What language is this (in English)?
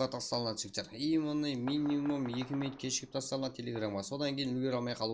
Kara-Kalpak